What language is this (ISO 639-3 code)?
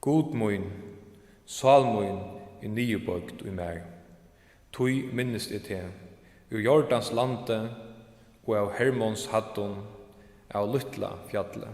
fao